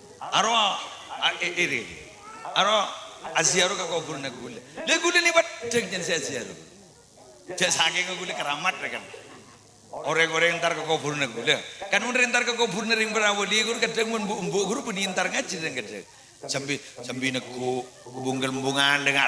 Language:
Madurese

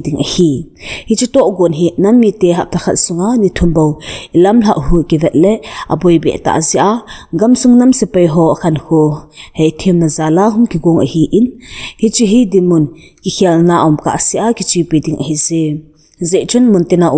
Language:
Thado Chin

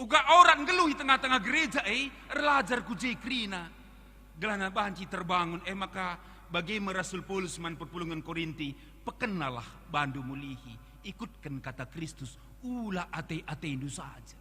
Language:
Batak Karo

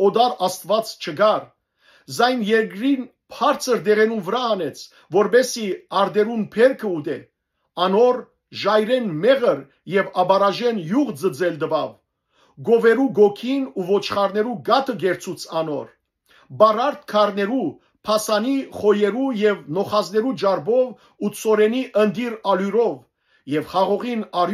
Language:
Western Armenian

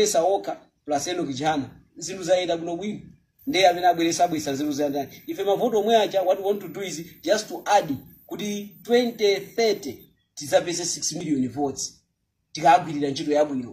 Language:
Nyanja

